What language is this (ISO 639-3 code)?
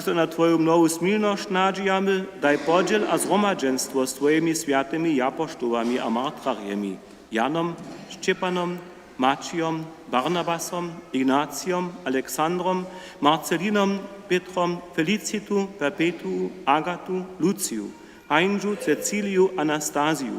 hsb